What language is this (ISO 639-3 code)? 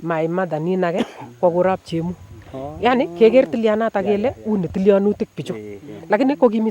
niq